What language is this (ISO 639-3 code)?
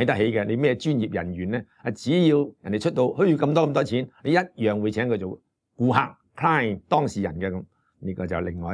yue